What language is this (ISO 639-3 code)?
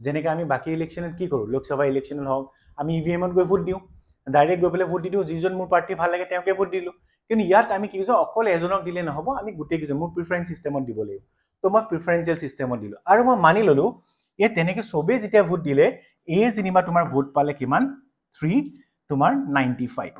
asm